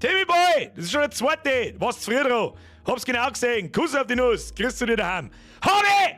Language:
Bavarian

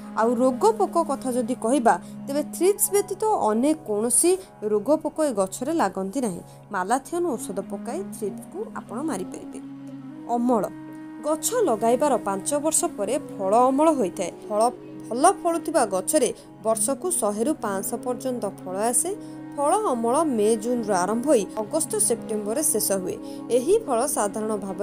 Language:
Odia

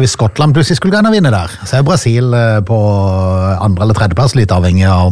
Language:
Norwegian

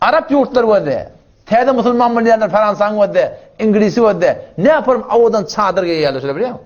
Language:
Turkmen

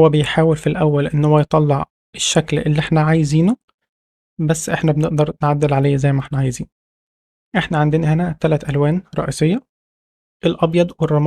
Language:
Egyptian Arabic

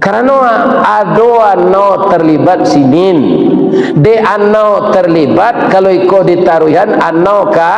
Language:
Minangkabau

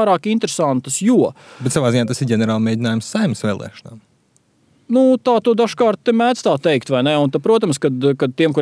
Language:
Latvian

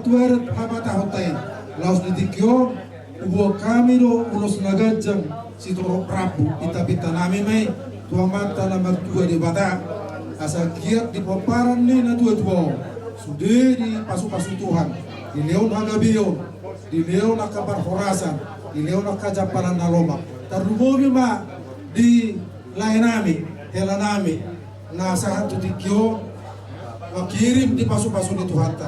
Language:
Batak Toba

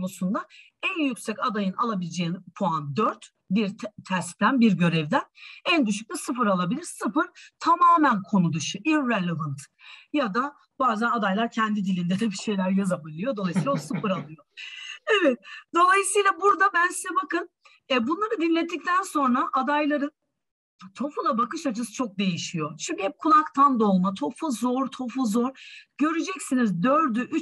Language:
Turkish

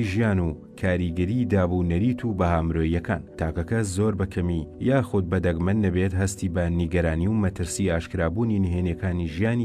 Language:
Central Kurdish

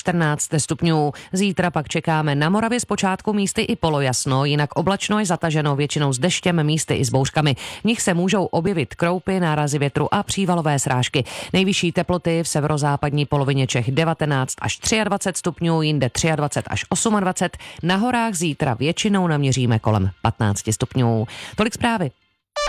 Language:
Czech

